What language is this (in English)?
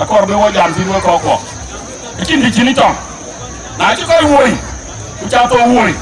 Dinka